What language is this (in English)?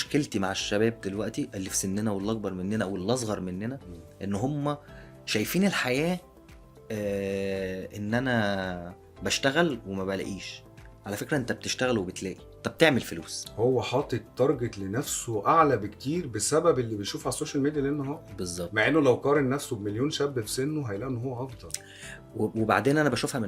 Egyptian Arabic